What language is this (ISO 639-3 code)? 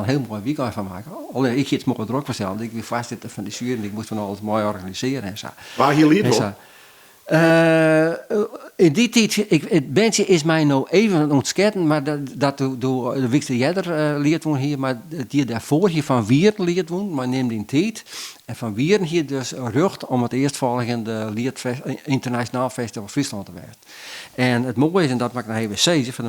fry